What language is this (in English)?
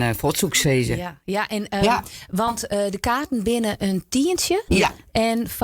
Western Frisian